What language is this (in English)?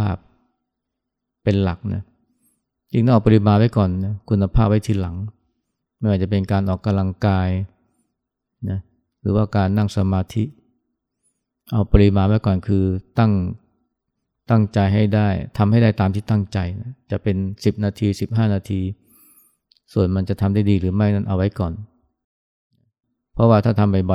Thai